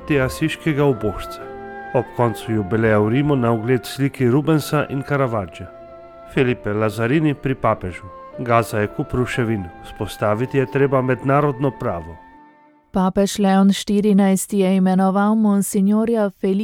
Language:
Slovenian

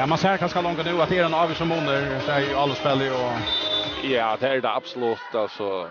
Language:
Faroese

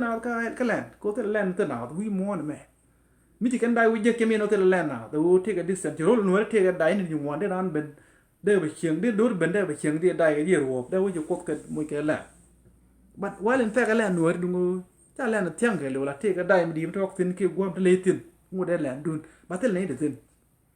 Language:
Nuer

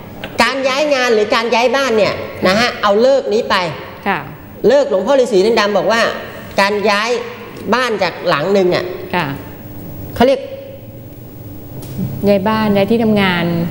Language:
Thai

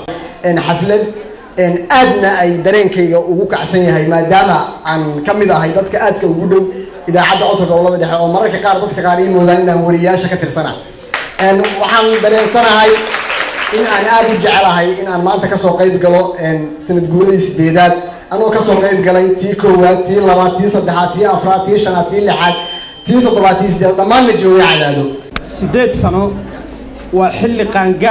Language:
Somali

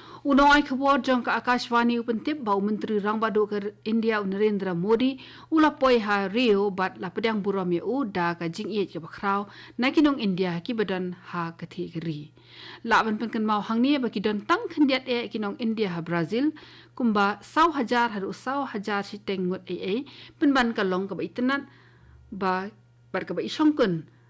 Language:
Khasi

